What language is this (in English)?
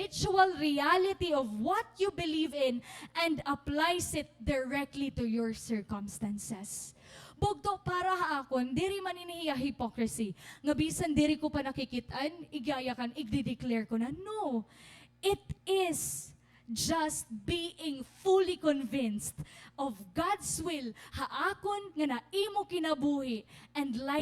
Waray